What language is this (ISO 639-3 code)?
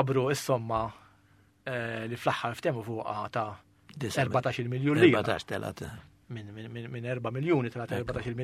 mlt